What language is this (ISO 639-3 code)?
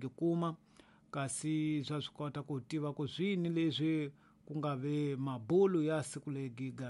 tso